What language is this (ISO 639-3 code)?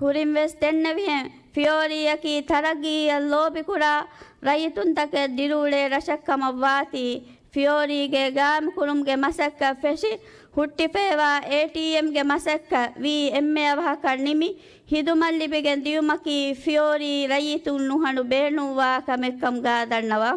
div